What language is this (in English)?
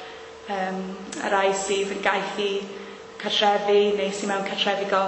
Welsh